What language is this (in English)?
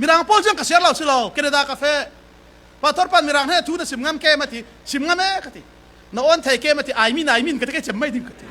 Falam Chin